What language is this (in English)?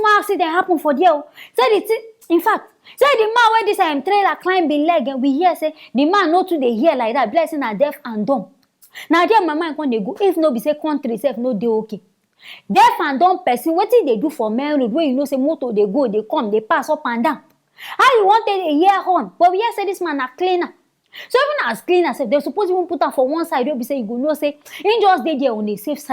Nigerian Pidgin